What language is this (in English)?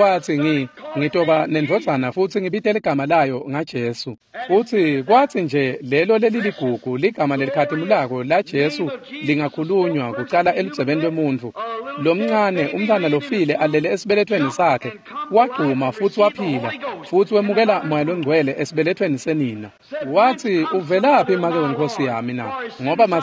Swati